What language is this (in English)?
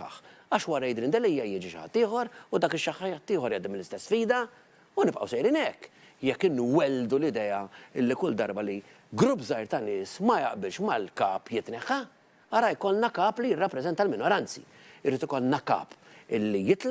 Maltese